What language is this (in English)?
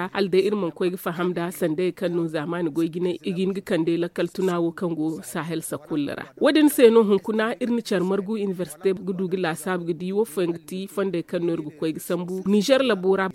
Zarma